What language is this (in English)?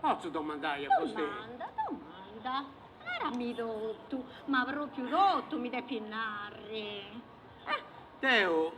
Sardinian